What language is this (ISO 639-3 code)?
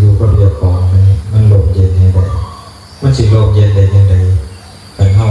tts